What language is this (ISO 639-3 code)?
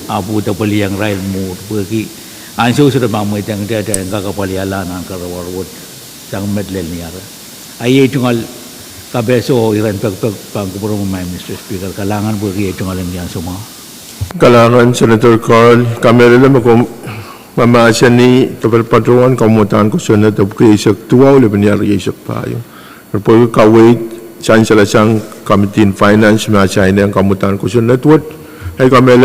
pon